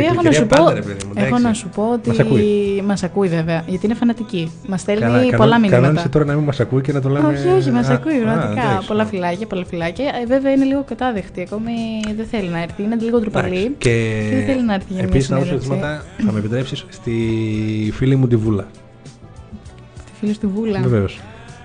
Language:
Greek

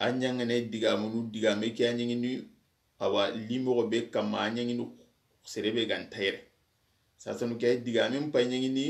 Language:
Soninke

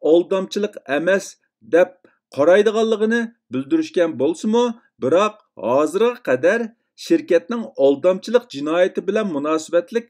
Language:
Uyghur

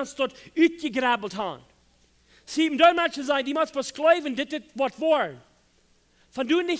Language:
Plautdietsch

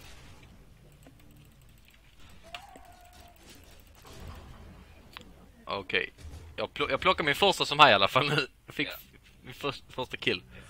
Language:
Swedish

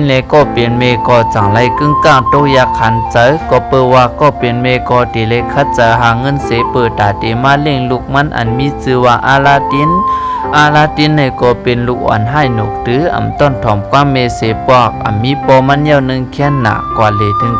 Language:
Shan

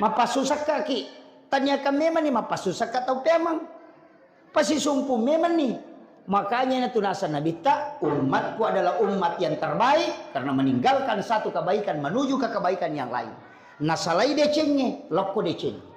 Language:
Buginese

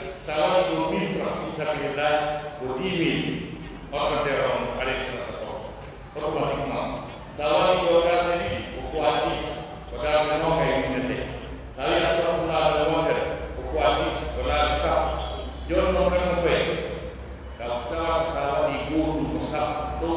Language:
Pular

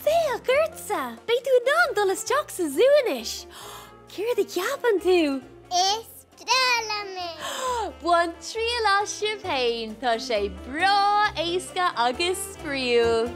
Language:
Irish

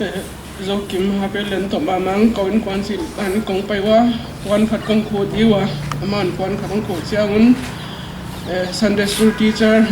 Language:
Paite Chin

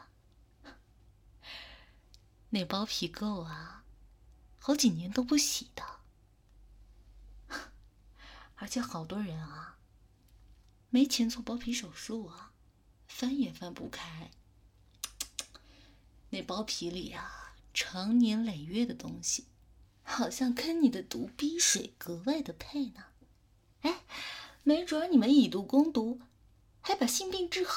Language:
Chinese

